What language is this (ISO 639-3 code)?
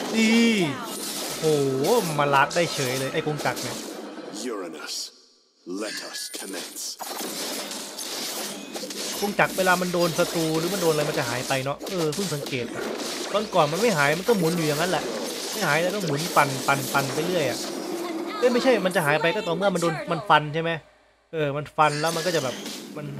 tha